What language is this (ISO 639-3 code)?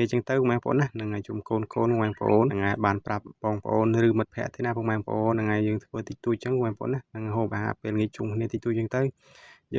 khm